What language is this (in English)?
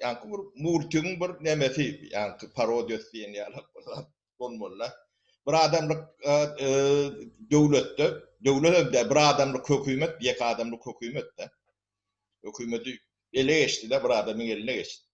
Turkmen